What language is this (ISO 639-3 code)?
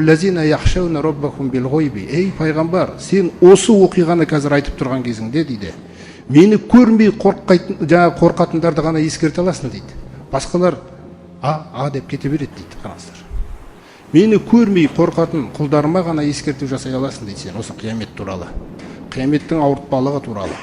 kaz